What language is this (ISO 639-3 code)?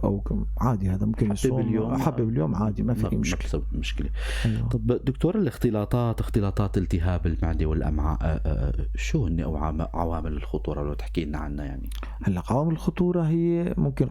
apc